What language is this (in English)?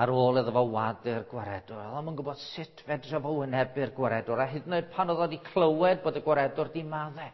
Welsh